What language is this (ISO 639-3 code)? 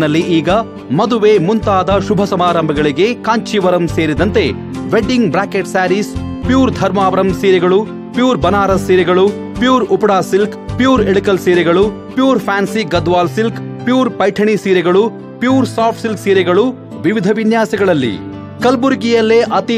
kan